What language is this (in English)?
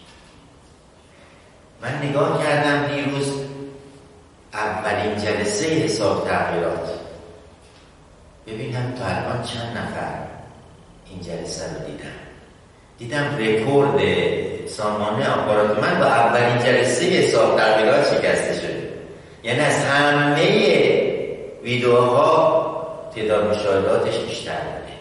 Persian